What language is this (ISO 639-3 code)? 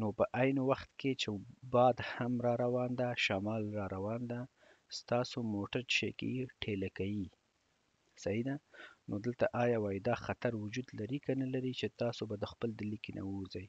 pus